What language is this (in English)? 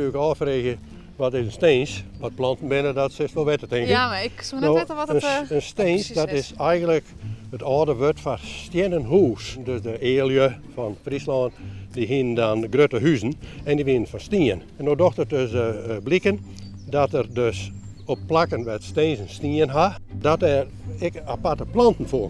Western Frisian